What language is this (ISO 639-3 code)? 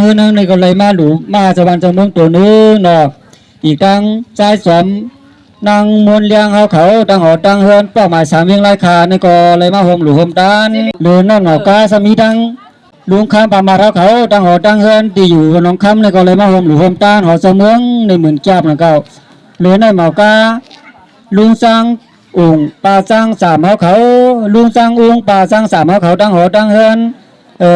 shn